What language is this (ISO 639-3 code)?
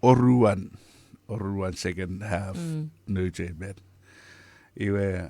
chk